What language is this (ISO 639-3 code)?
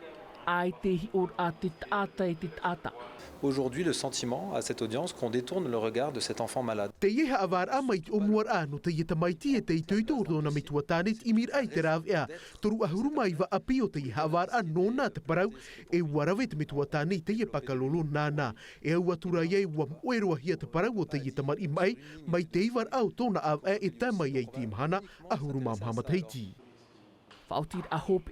tah